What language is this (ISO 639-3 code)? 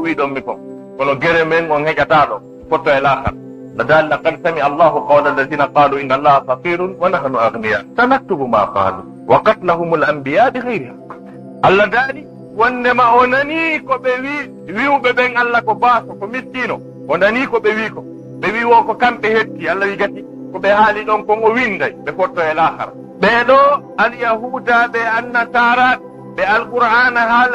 ful